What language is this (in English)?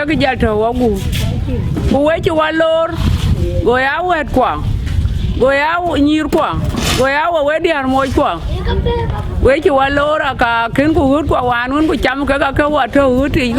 Dinka